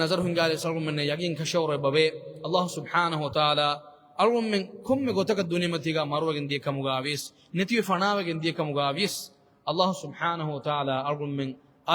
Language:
Divehi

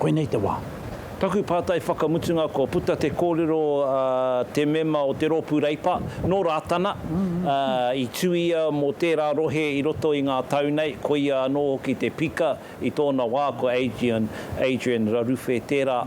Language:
Māori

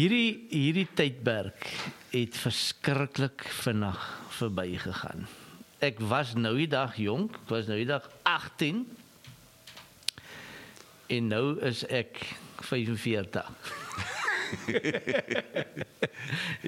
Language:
Afrikaans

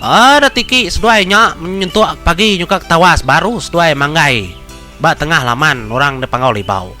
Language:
Iban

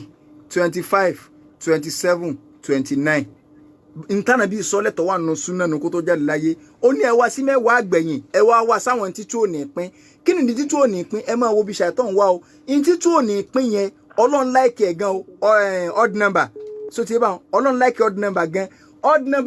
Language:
Yoruba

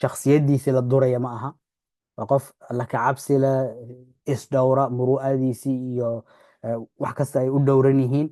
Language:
Somali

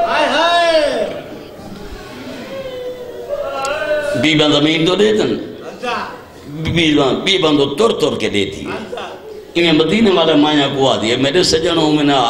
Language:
Urdu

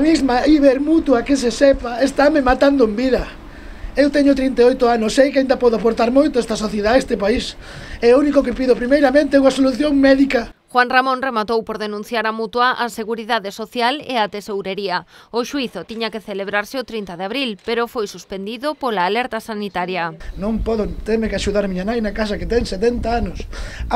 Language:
Galician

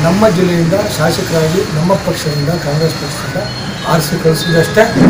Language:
Kannada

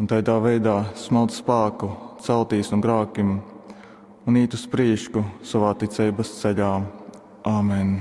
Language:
Latgalian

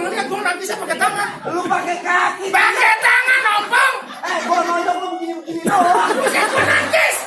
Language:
Betawi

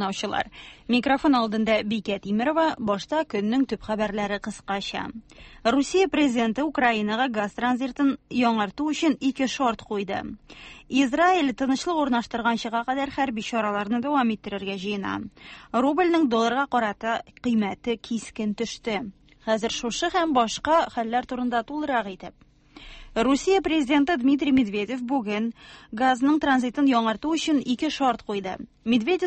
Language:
Tatar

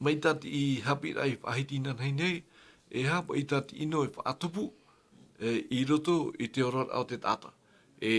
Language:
Tahitian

